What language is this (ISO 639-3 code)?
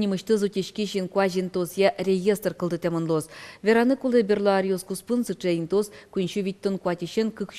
udm